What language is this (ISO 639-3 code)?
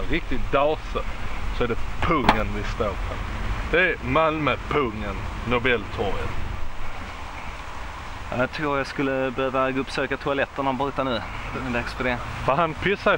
swe